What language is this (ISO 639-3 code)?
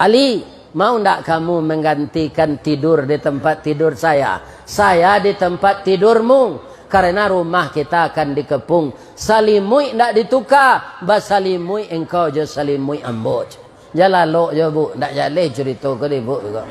min